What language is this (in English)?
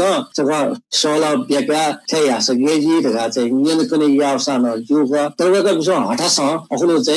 Newari